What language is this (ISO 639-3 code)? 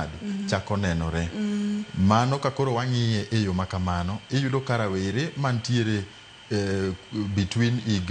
luo